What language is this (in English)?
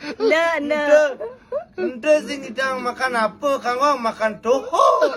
Balinese